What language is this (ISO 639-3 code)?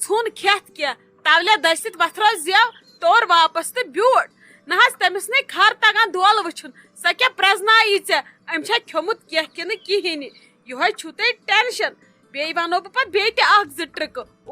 kas